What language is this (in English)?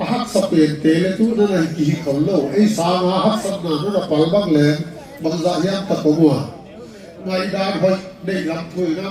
Paite Chin